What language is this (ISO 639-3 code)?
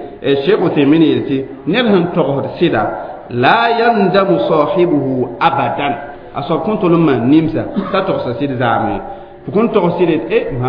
mos